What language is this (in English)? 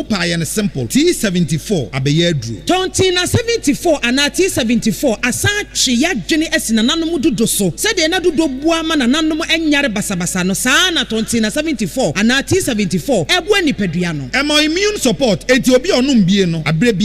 Akan